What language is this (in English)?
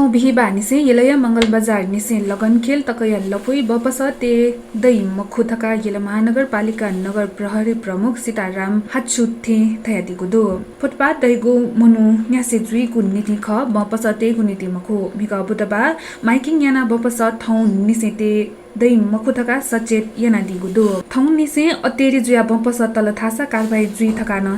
Newari